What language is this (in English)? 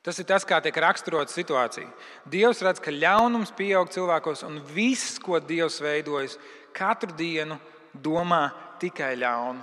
Latvian